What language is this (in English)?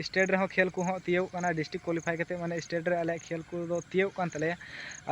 Santali